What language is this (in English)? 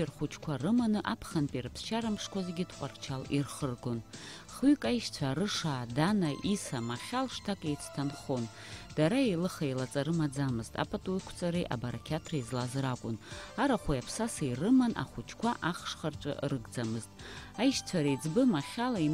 Abkhazian